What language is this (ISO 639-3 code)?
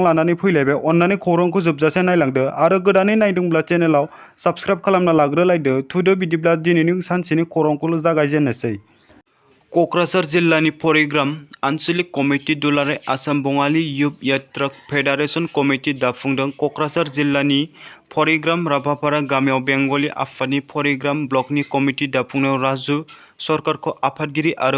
brx